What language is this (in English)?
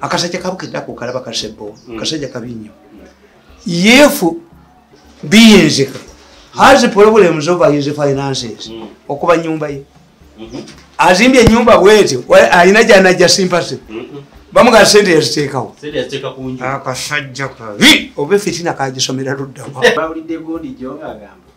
Ganda